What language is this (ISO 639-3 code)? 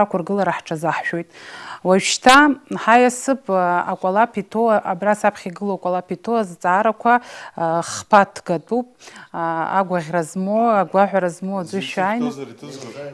abk